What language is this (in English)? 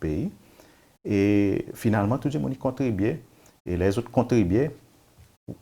Seselwa Creole French